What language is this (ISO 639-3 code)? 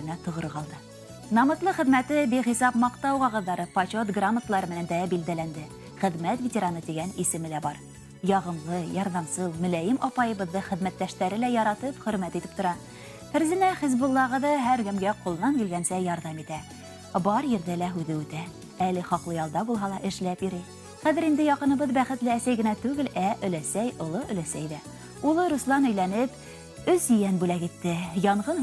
bak